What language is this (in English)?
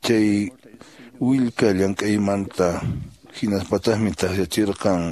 Quechua